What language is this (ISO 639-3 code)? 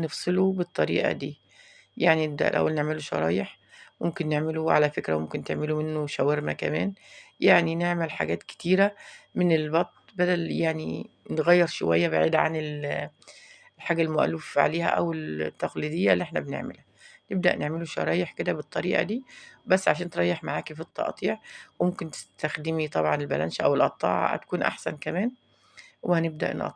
arz